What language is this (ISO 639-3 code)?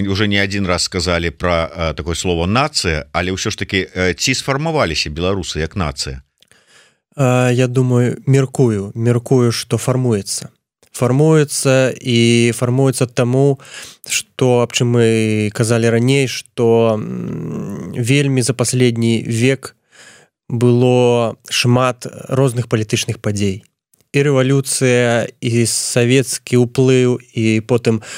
bel